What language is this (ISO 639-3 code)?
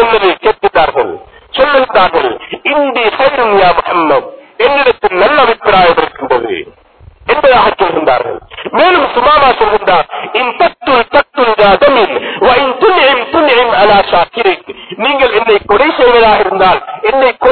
tam